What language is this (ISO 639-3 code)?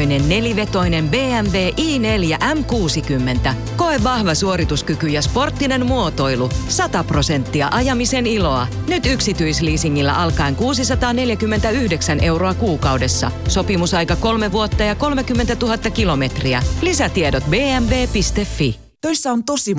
fin